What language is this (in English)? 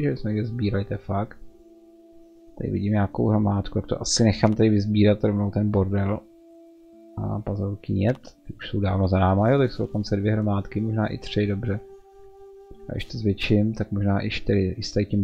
Czech